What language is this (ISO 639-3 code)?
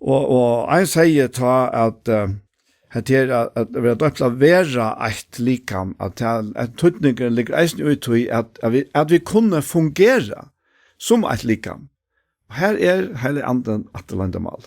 fao